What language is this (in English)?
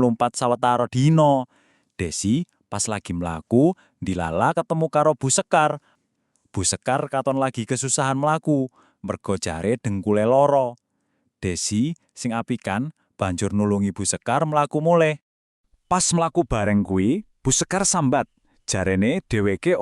Javanese